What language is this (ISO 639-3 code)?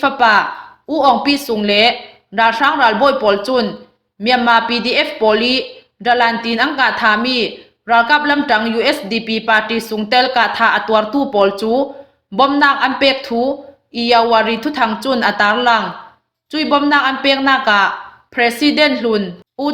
cnh